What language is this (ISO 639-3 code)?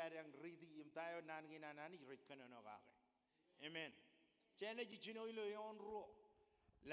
mah